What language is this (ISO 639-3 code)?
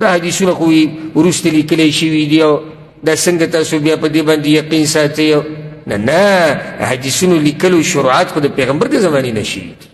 pus